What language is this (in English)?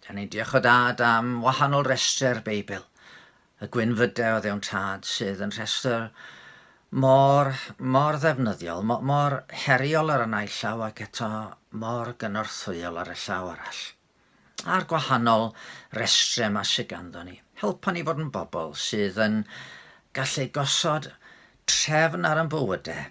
Welsh